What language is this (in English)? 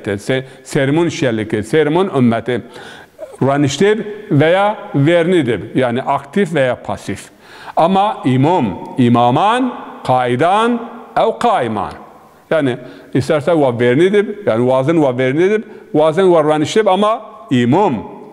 Zaza